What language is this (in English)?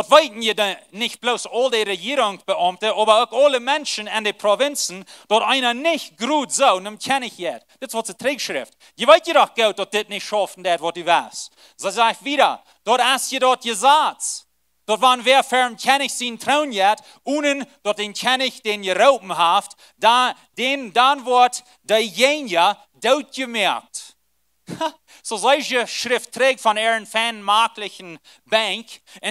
Plautdietsch